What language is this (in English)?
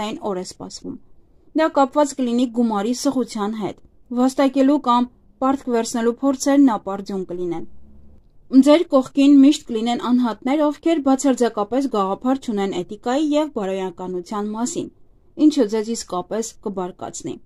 Armenian